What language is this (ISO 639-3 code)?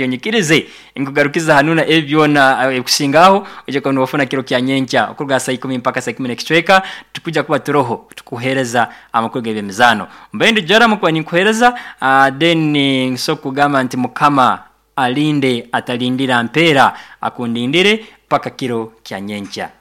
nyo